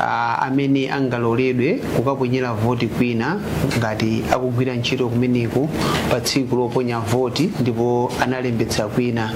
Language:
Nyanja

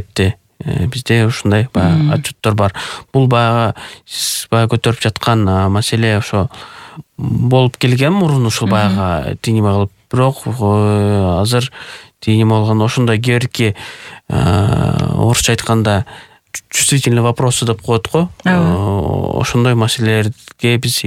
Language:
Kyrgyz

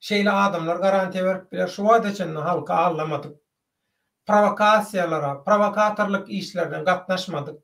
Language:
Turkmen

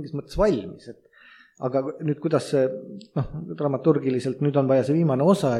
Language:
Estonian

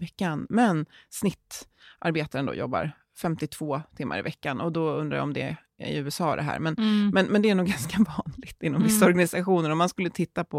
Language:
Swedish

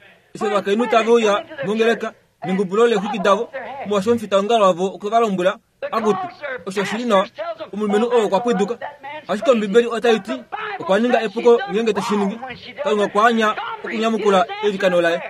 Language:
Kuanyama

